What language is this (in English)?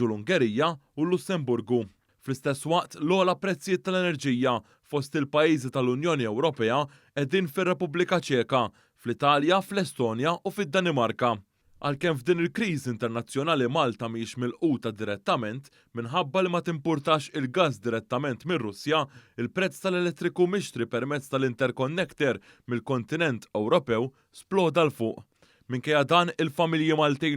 Maltese